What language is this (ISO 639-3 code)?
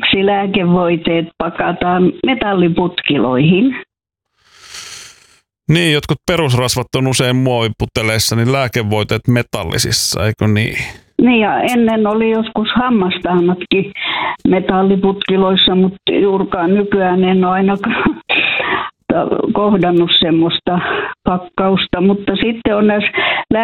fin